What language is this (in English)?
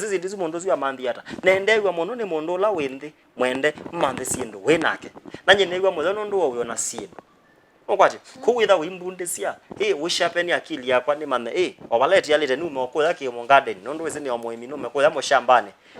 Kamba